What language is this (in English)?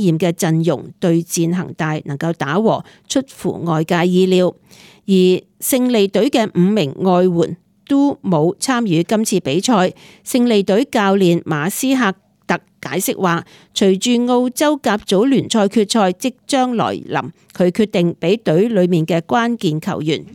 Cantonese